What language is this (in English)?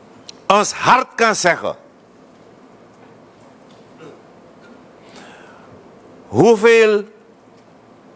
Dutch